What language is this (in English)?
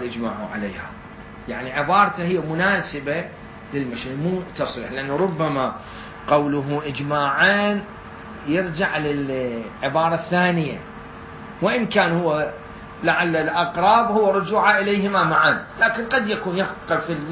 Mesopotamian Arabic